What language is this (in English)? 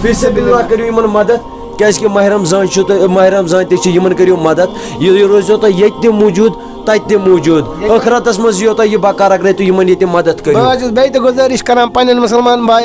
Kashmiri